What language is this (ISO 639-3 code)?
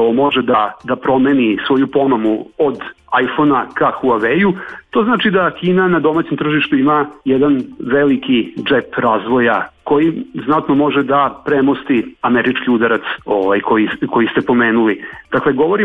srp